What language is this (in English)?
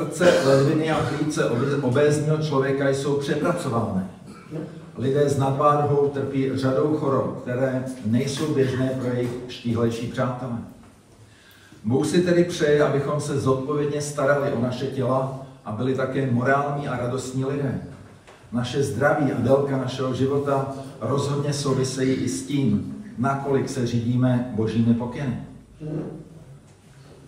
Czech